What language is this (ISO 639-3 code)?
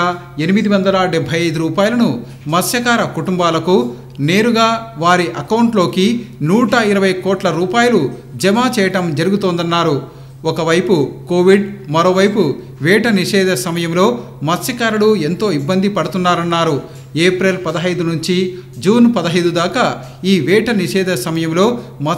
tel